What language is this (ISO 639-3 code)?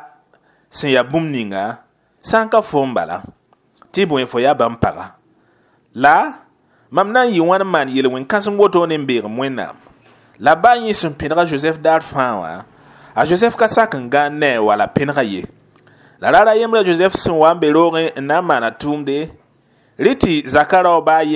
mos